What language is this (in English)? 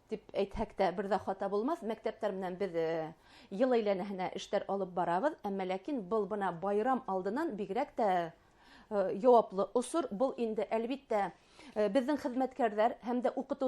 Bashkir